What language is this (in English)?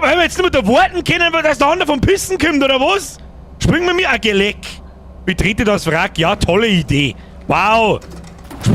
Bavarian